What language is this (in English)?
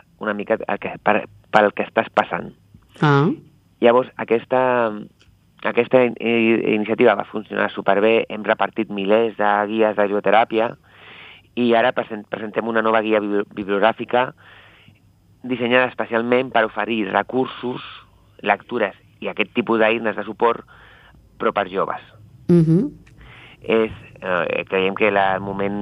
Catalan